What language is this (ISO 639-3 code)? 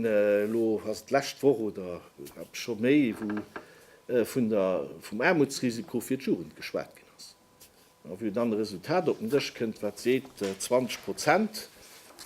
ltz